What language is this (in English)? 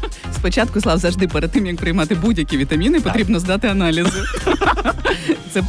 Ukrainian